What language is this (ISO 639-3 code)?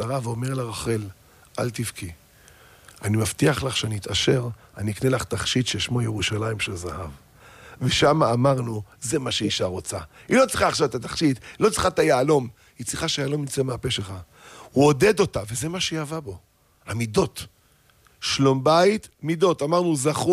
heb